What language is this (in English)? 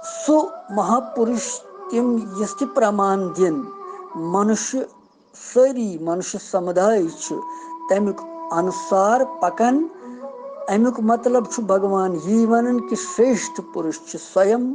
Kashmiri